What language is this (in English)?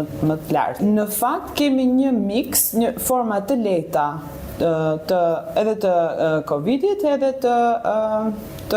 Albanian